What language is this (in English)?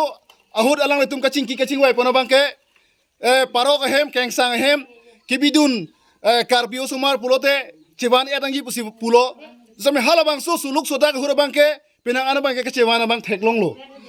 Karbi